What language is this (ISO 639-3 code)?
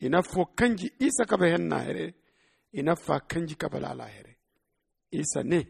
dje